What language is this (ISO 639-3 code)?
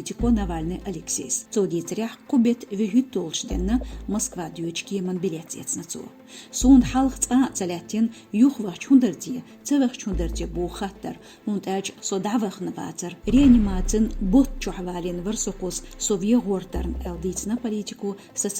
che